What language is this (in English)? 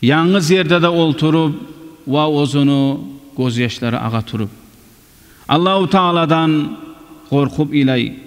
Kumyk